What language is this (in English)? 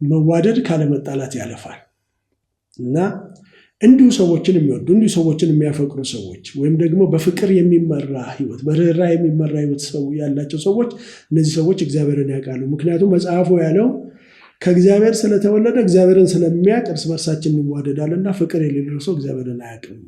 Amharic